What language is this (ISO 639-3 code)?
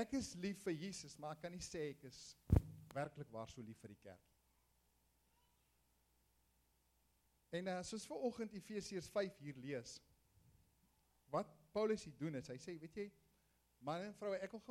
afr